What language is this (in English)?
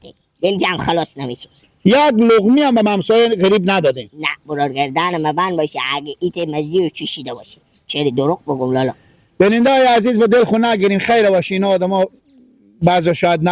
Persian